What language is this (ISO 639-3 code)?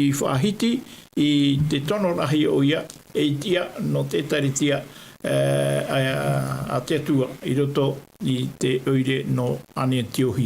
tah